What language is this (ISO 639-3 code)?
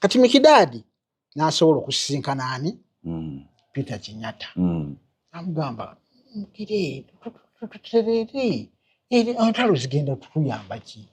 lug